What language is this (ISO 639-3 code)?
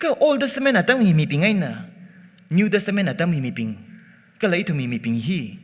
nmf